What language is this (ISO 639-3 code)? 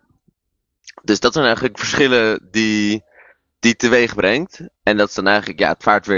nld